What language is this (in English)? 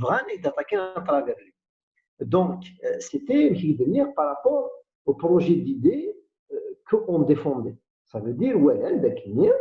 Kabyle